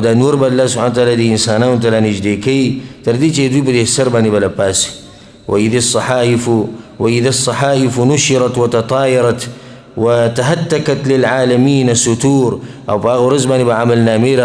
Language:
Pashto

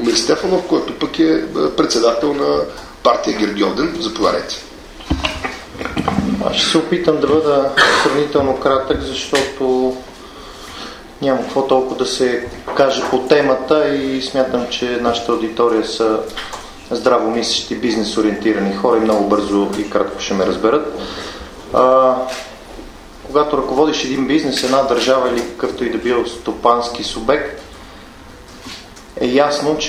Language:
Bulgarian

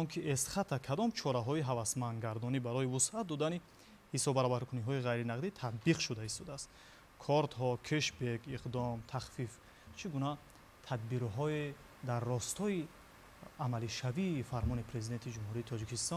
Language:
Tajik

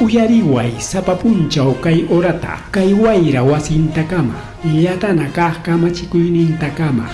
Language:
Ayacucho Quechua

